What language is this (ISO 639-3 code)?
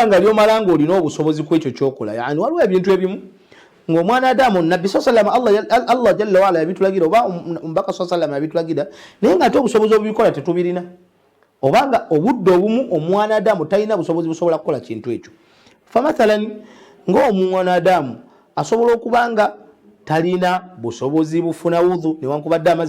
lug